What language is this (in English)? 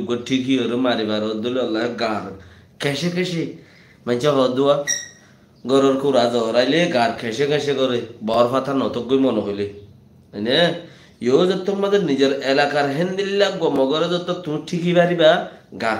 Rohingya